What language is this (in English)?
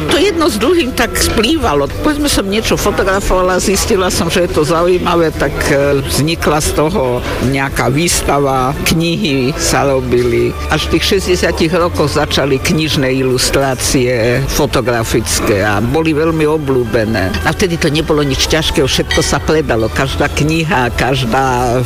Slovak